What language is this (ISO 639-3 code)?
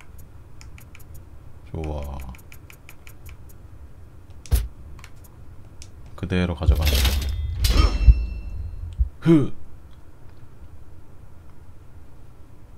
kor